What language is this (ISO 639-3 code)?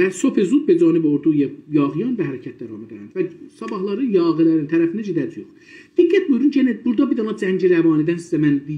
azb